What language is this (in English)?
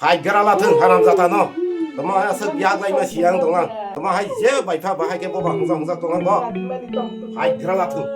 Kok Borok